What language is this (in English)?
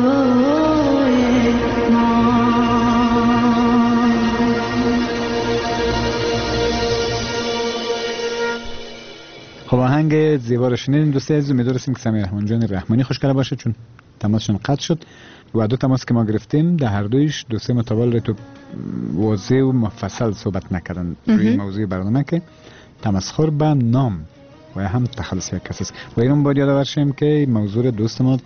Persian